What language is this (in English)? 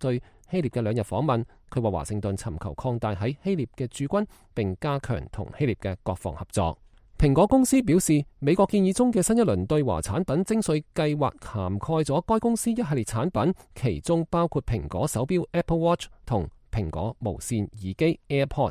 Cantonese